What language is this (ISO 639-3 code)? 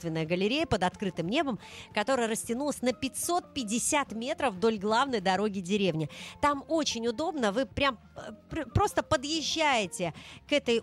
rus